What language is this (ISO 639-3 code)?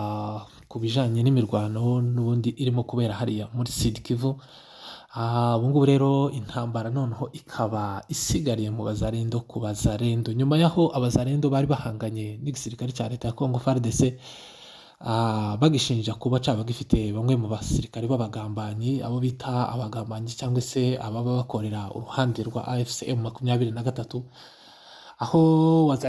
kin